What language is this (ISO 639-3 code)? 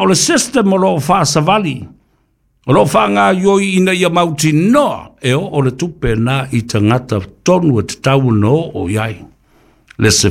smo